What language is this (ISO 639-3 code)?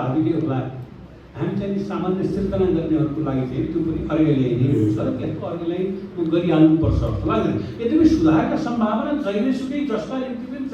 nep